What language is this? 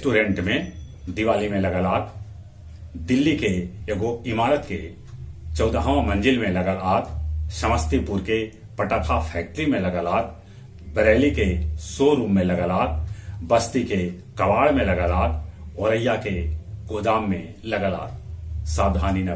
Magahi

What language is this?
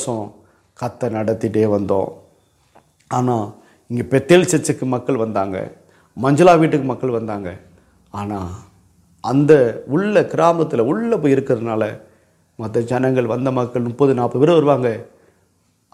Tamil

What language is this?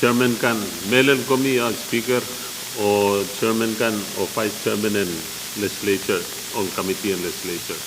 Pohnpeian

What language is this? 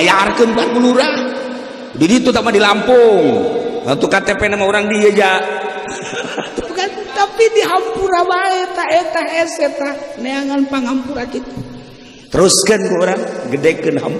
Sundanese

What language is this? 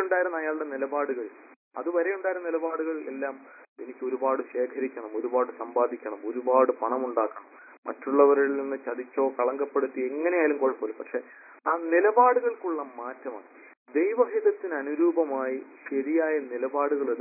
Malayalam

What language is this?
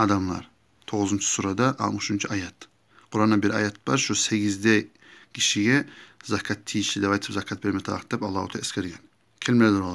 Kumyk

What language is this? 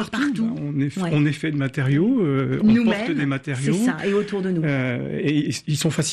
French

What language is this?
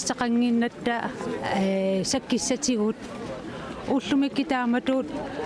Kalaallisut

